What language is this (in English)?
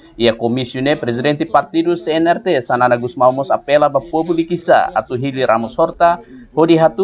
Tetum